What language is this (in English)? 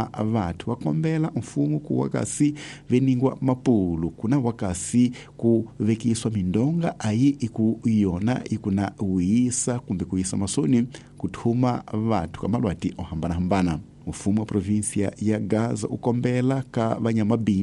Tsonga